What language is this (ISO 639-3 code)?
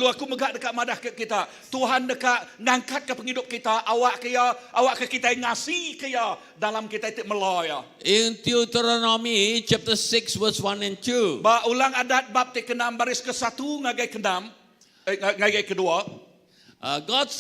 iba